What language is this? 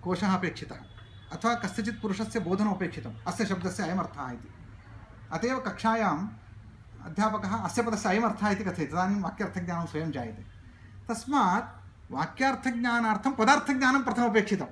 Sanskrit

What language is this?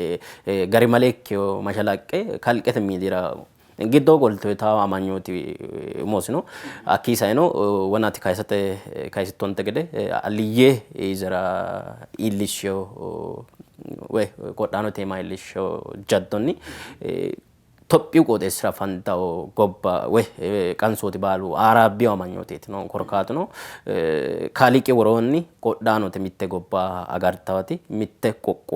Sidamo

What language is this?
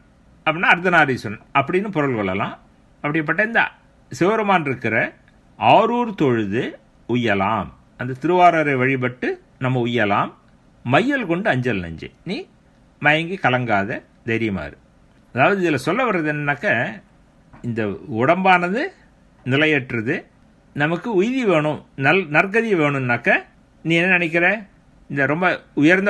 Tamil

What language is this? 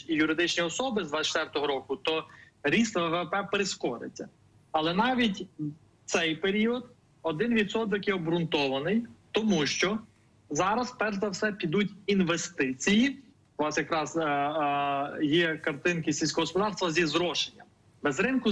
Ukrainian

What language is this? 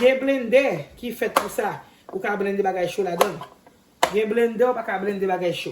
Haitian Creole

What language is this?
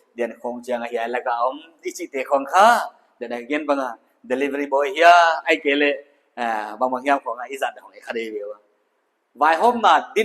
Paite Chin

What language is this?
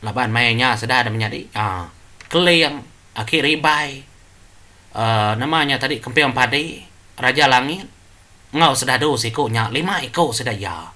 Iban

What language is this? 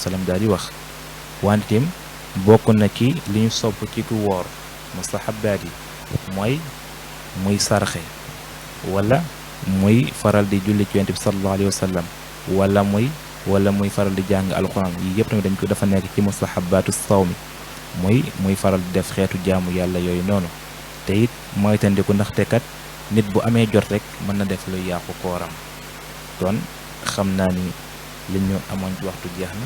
Wolof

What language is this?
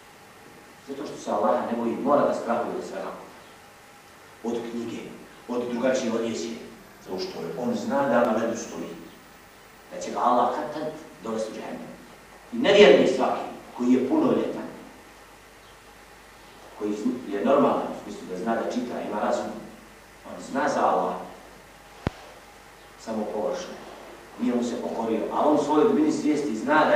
Bosnian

